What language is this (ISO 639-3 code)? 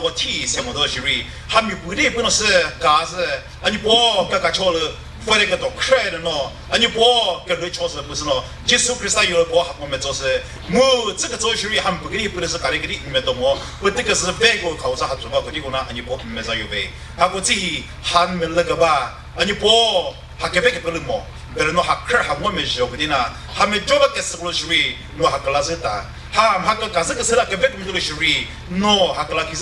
nri